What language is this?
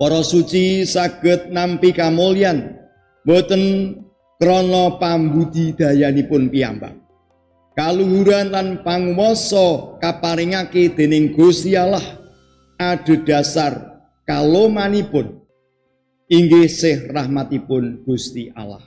Javanese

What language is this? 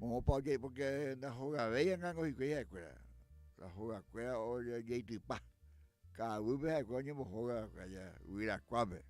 Guarani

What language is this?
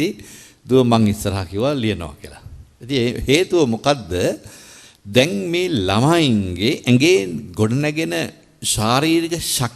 Sinhala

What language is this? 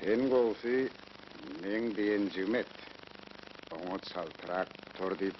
Turkmen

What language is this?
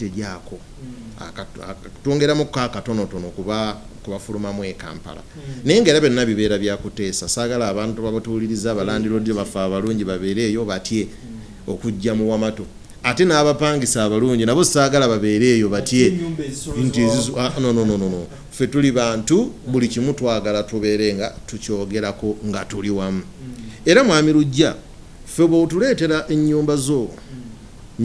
Ganda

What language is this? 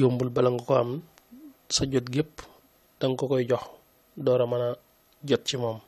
Wolof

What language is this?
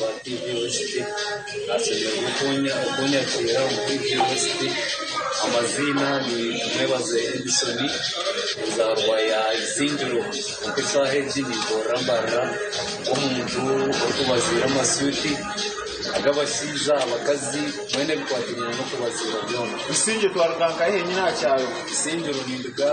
Nyankole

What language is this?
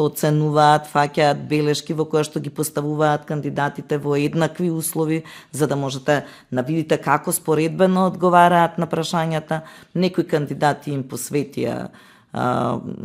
Macedonian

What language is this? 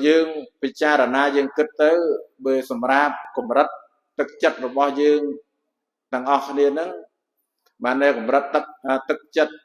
Khmer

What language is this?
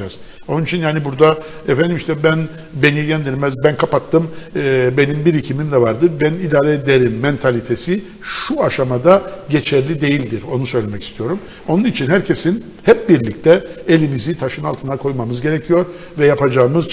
Turkish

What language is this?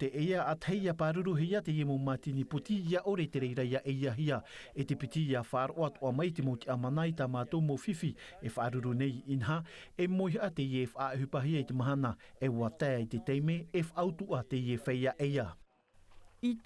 Tahitian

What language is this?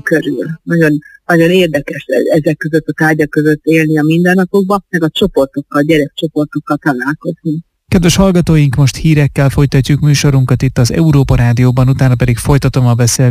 Hungarian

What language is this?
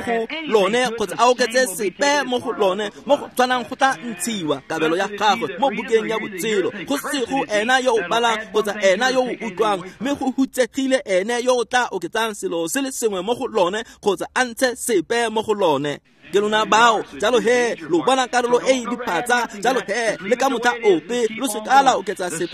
Tswana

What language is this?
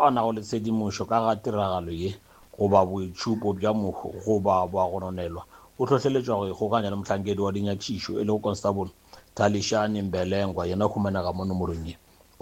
Northern Sotho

